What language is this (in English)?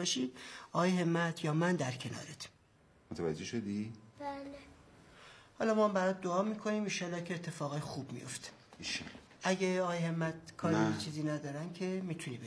Persian